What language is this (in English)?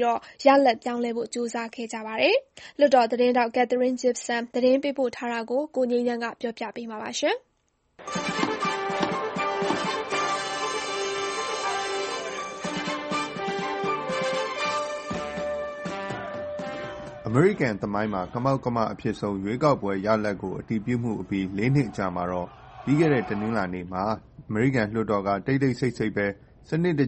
Burmese